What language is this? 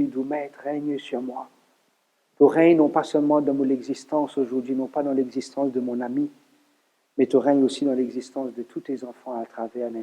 Morisyen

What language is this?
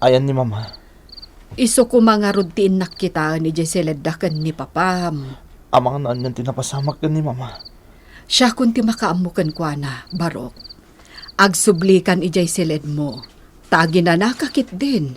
Iloko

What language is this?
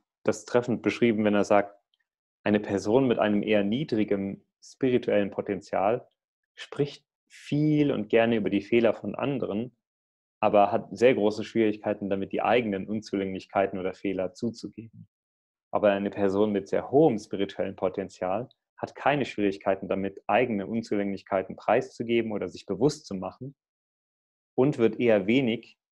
German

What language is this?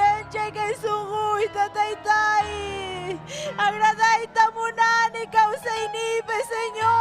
Ayacucho Quechua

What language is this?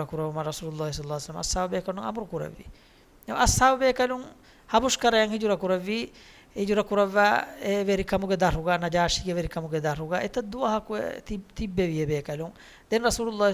Divehi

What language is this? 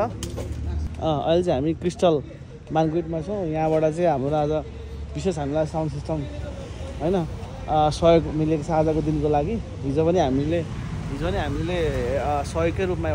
Nepali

